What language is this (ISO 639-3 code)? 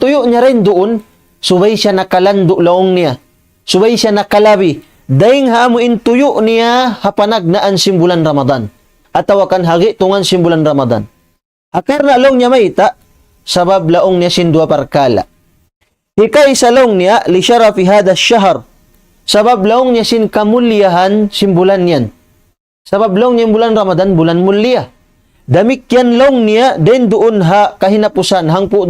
tsg